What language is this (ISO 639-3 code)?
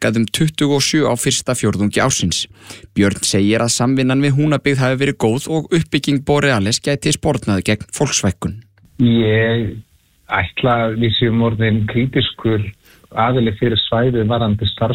isl